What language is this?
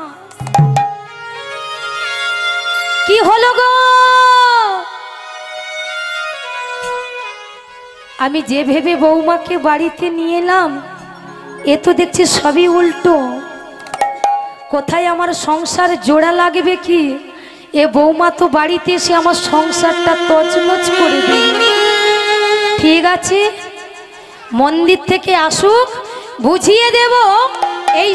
Bangla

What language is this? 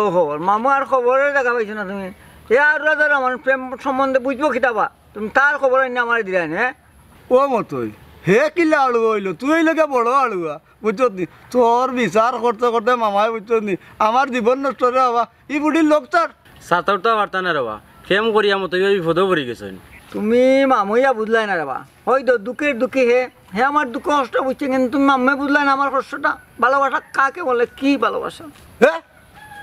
Sylheti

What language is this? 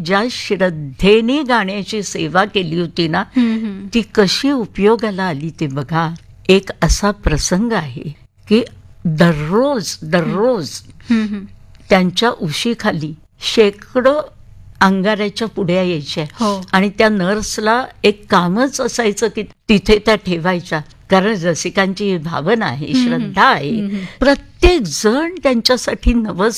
Marathi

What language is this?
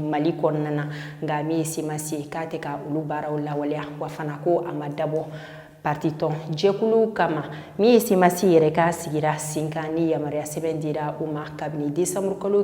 Bambara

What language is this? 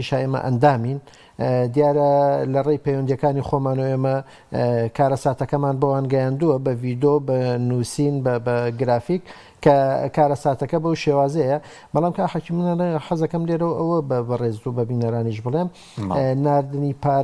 Central Kurdish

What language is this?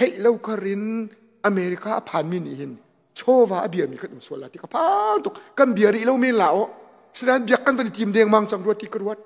Hakha Chin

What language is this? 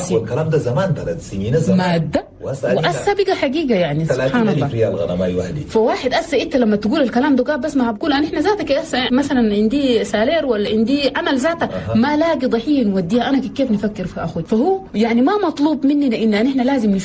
Chadian Arabic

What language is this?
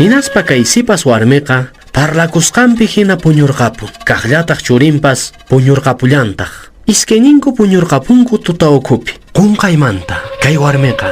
Quechua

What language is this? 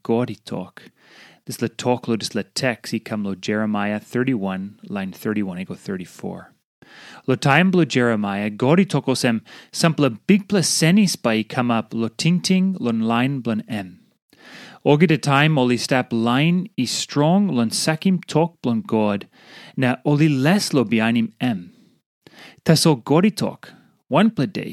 Tok Pisin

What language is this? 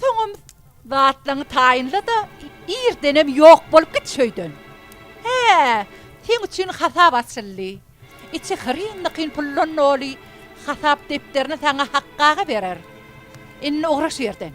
Turkmen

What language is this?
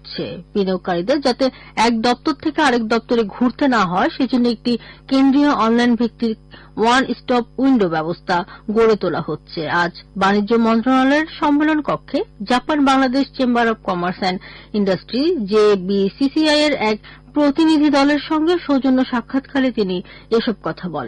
Bangla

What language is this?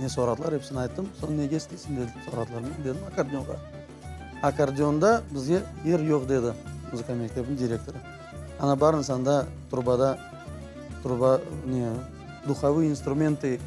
Crimean Tatar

